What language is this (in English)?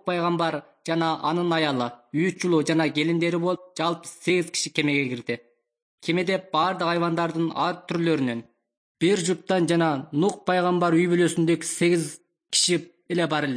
Kyrgyz